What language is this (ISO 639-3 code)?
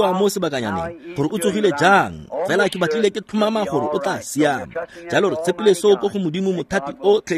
tsn